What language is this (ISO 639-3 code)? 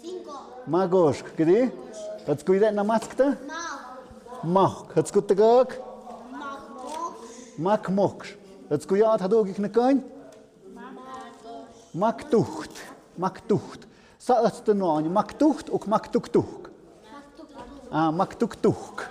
mxp